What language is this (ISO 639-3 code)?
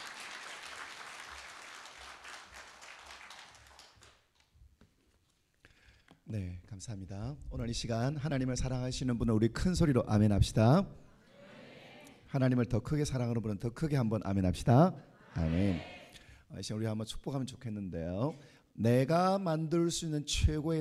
kor